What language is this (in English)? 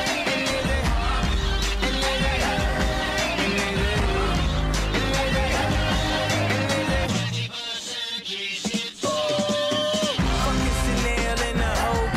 Italian